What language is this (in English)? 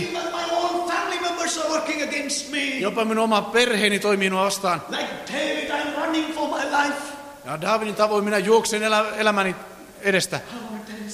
Finnish